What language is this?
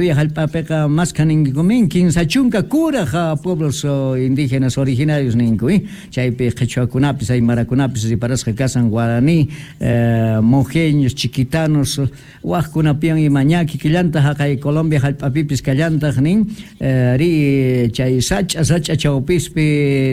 South Bolivian Quechua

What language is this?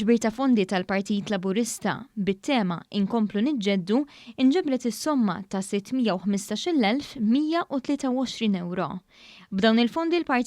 Maltese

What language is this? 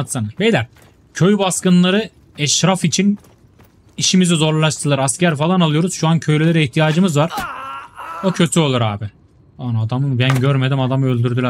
Turkish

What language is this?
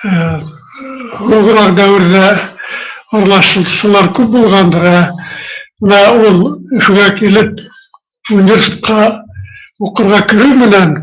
Bashkir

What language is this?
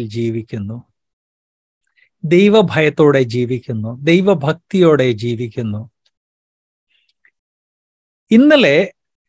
Malayalam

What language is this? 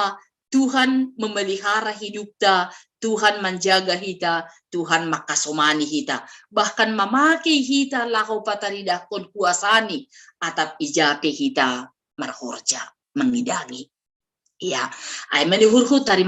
Batak Simalungun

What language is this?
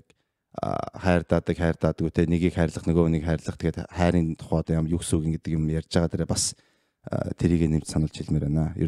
Mongolian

